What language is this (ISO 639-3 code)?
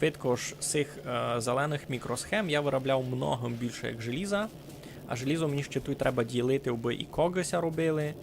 rue